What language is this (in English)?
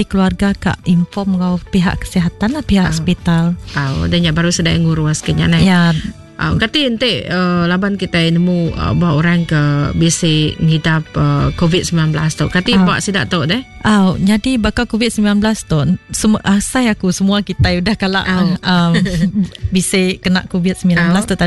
Iban